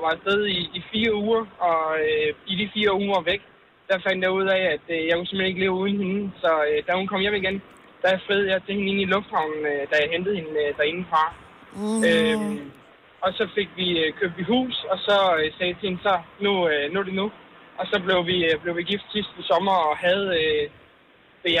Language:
Danish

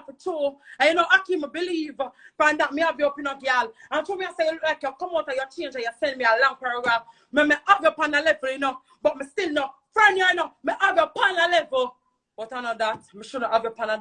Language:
Jamaican Creole English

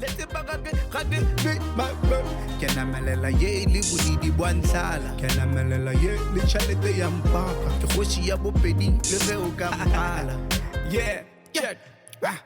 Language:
Northern Sotho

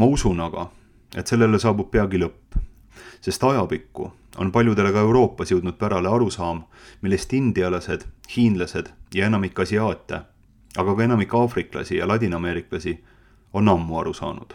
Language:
Estonian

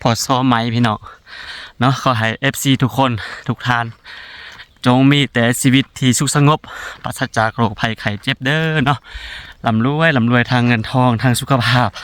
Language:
Lao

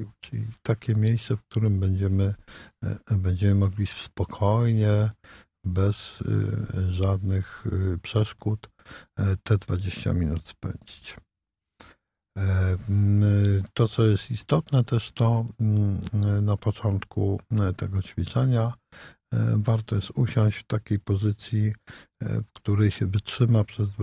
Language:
Polish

